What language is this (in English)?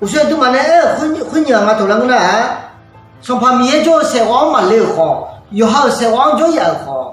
Akha